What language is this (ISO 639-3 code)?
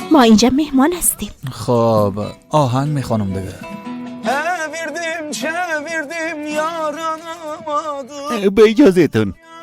fas